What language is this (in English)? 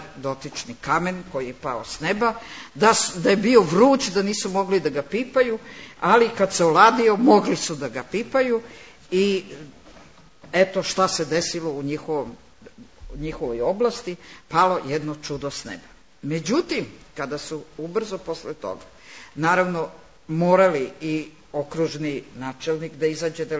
Serbian